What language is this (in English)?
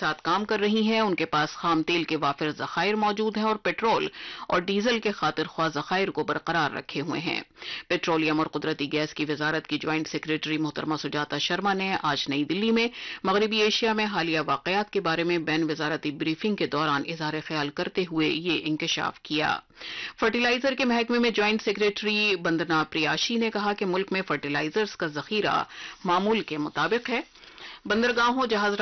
Urdu